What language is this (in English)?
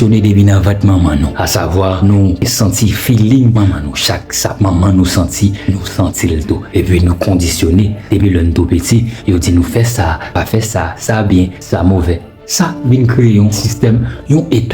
Haitian Creole